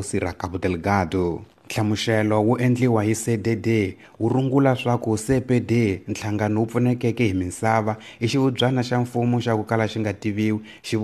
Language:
Tsonga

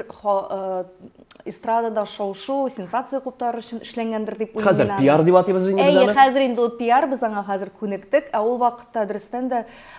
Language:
Tatar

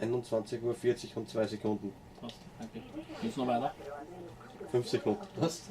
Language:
Bavarian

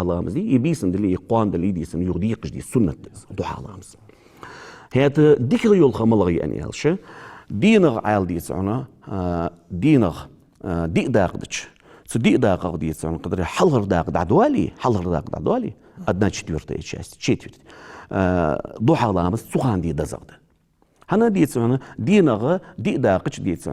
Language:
Ingush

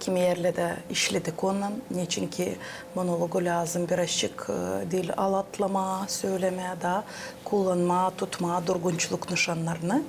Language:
Gagauz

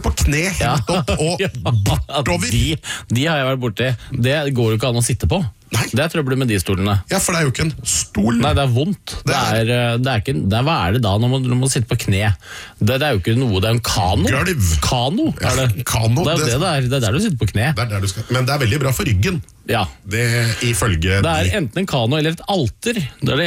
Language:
Norwegian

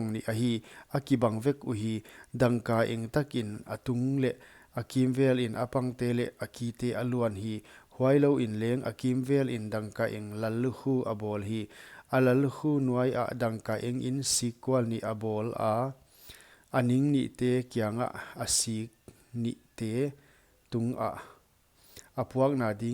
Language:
Paite Chin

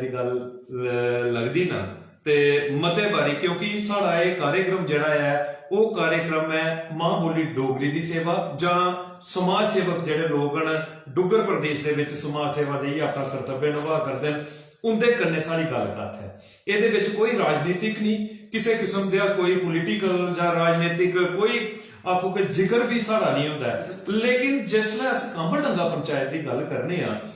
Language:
Dogri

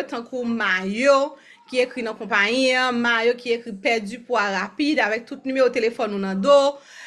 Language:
Haitian Creole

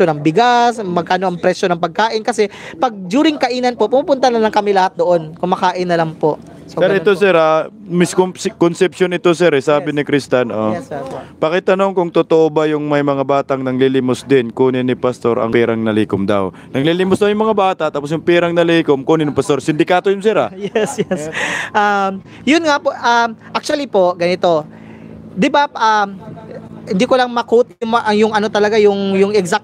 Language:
Filipino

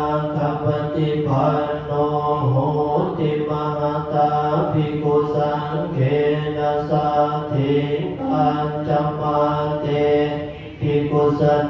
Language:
Pali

